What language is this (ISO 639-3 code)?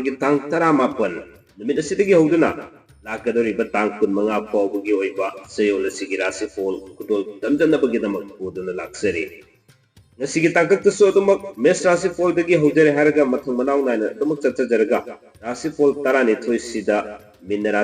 mni